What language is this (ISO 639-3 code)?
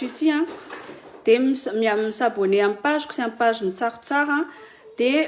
mlg